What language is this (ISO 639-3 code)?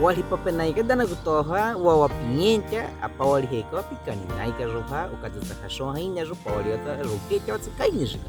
bwi